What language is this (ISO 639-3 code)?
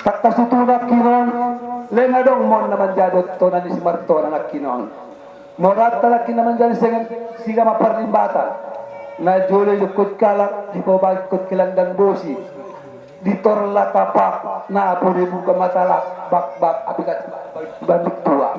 akb